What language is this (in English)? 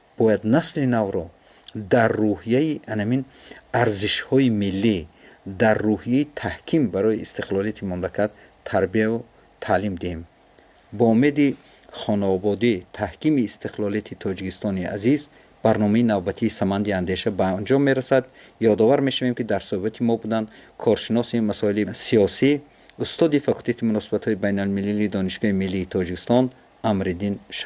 Tajik